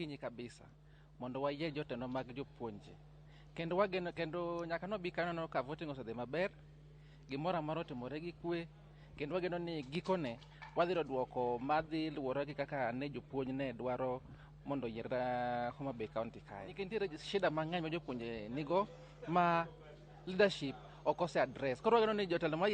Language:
Luo (Kenya and Tanzania)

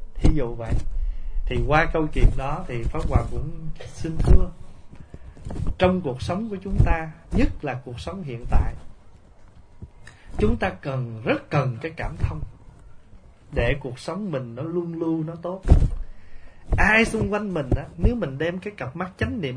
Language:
Vietnamese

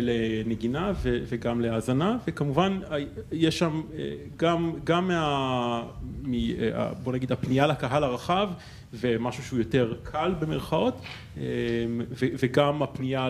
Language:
Hebrew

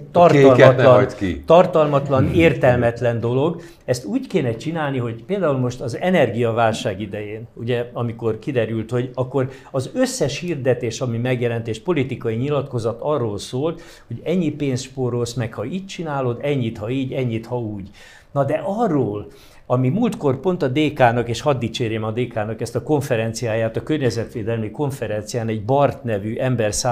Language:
Hungarian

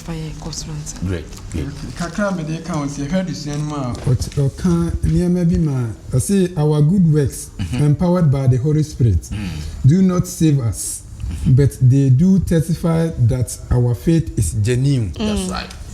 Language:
Akan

